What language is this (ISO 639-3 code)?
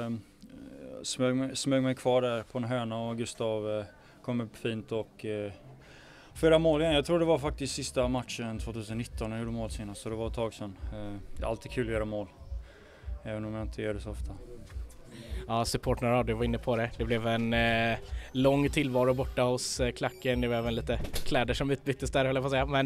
swe